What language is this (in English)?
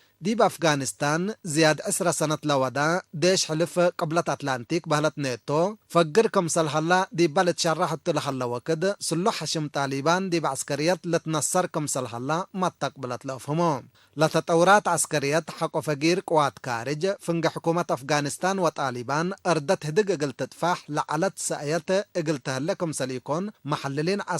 Tigre